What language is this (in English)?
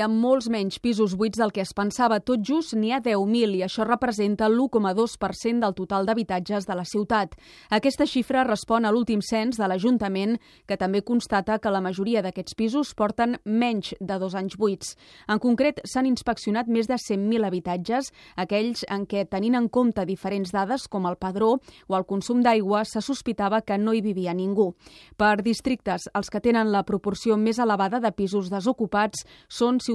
Catalan